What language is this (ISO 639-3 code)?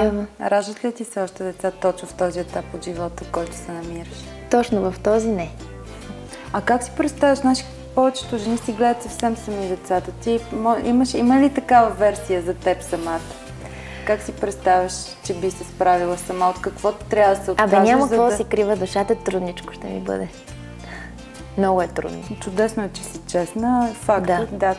bul